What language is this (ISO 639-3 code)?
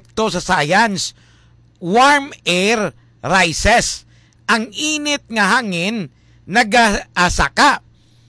hil